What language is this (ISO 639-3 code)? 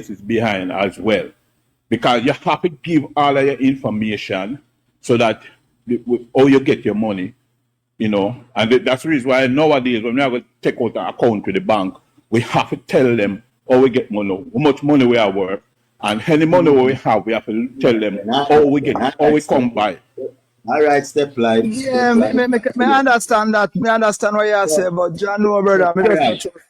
jam